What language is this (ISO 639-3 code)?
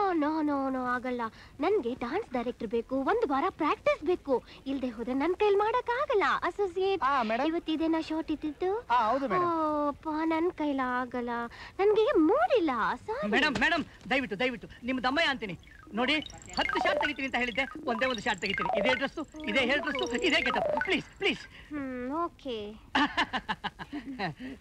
kan